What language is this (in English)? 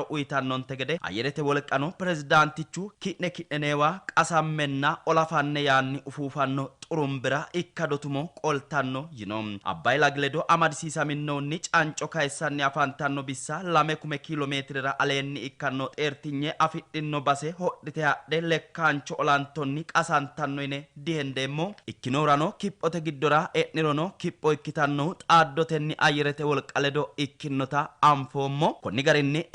Sidamo